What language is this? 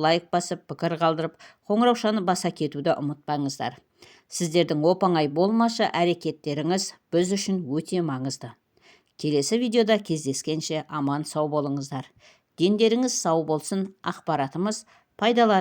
Kazakh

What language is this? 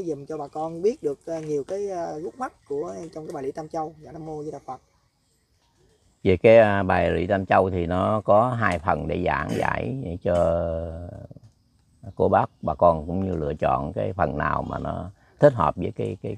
Vietnamese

